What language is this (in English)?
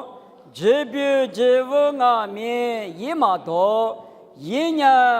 Lisu